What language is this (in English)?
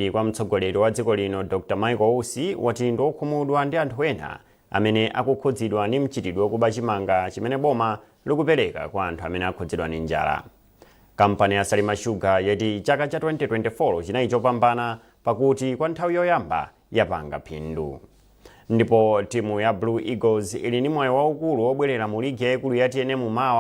Nyanja